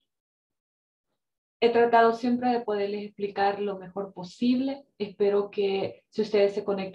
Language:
Spanish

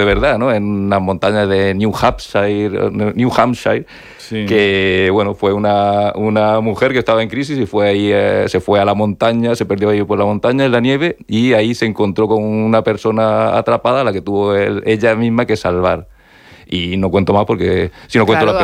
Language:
Spanish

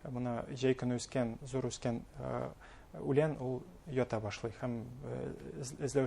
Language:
Bashkir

